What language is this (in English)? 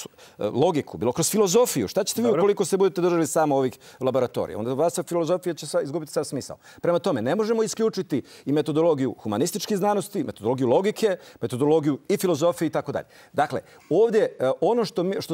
Serbian